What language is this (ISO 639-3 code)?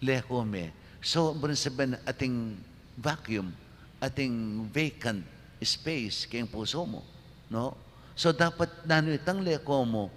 pam